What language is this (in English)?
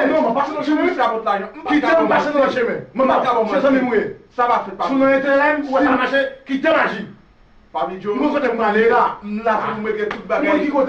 Haitian Creole